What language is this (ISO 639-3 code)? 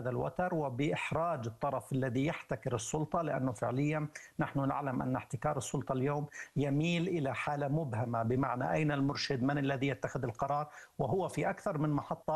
ara